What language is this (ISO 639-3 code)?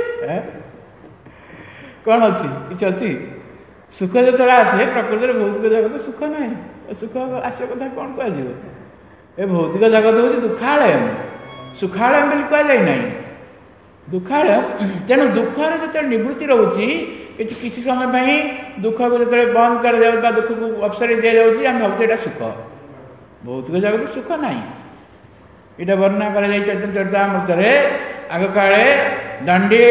ori